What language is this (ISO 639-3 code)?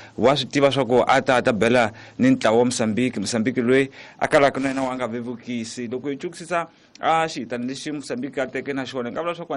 tso